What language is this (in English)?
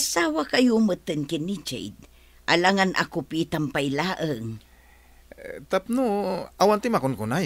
Iloko